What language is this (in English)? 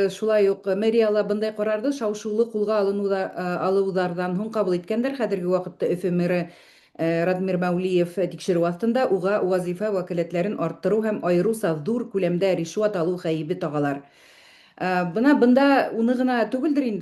Bashkir